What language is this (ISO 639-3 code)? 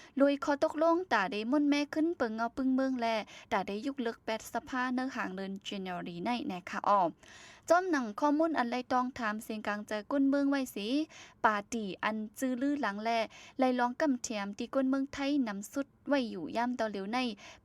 shn